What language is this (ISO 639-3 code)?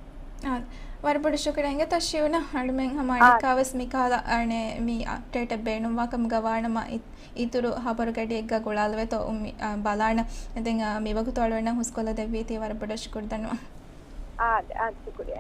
div